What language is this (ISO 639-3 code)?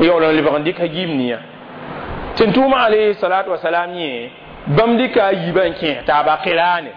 mos